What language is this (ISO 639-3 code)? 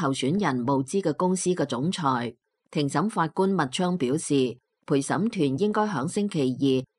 yue